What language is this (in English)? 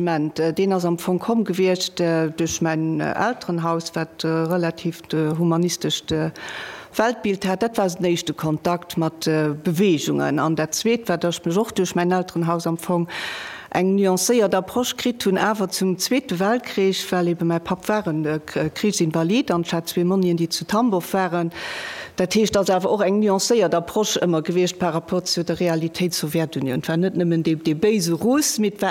Luxembourgish